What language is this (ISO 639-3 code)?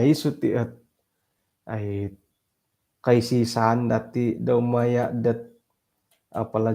dtp